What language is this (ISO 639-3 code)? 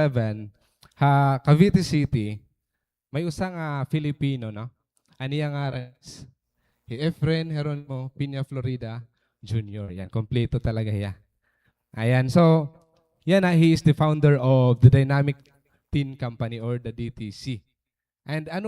war